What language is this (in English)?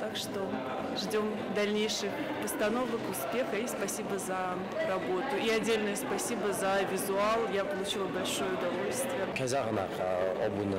Ossetic